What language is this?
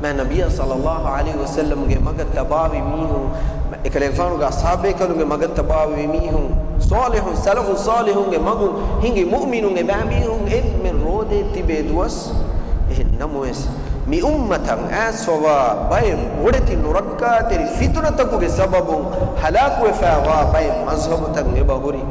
Divehi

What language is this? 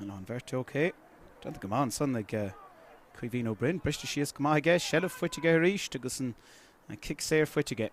Irish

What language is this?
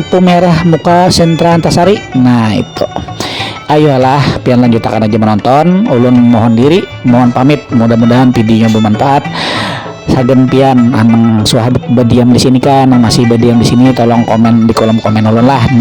Banjar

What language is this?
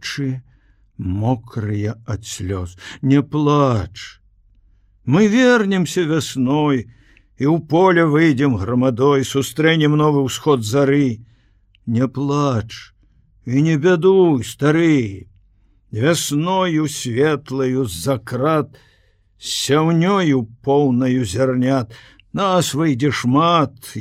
Belarusian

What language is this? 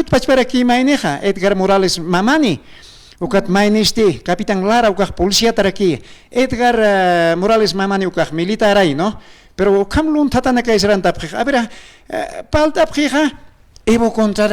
Aymara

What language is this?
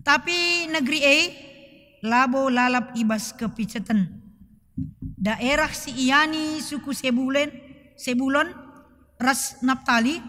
Batak Karo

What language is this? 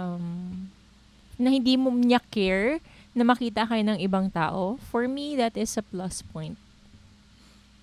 Filipino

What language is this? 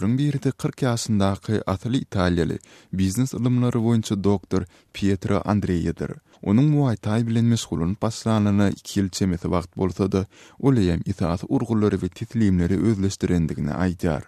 Turkmen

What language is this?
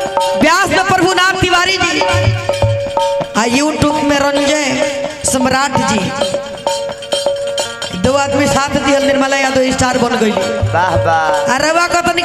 Bhojpuri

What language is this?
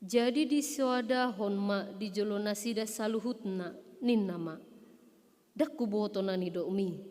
Batak Toba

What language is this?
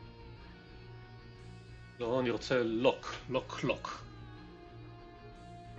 Hebrew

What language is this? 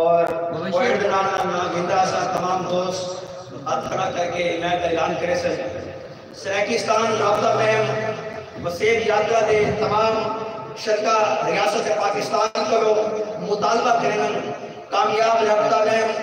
Saraiki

